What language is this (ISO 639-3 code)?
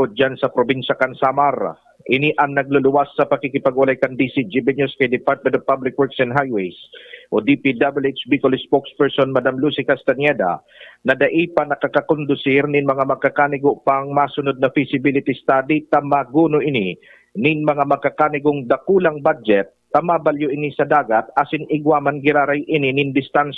bik